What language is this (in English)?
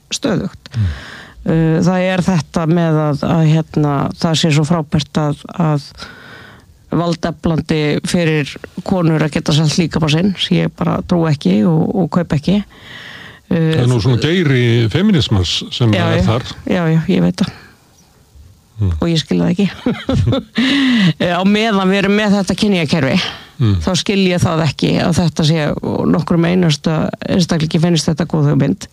Icelandic